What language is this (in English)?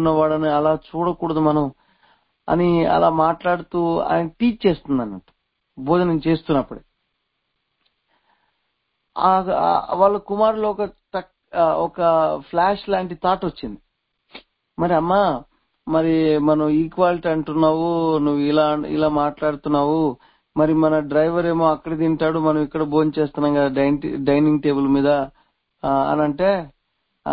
Telugu